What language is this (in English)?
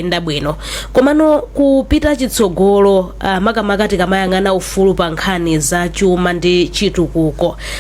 Nyanja